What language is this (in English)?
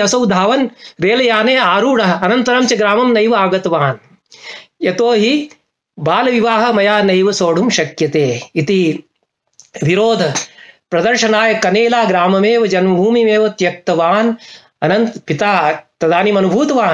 Sanskrit